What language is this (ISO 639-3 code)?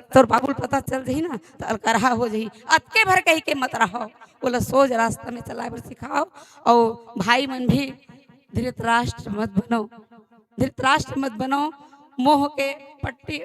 hne